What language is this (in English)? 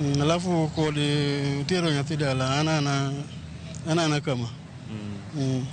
Luo (Kenya and Tanzania)